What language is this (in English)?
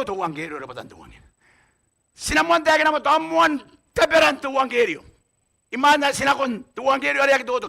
Gilbertese